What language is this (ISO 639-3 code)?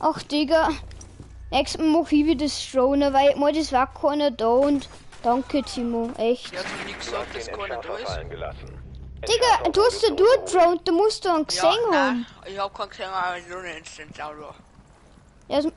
bar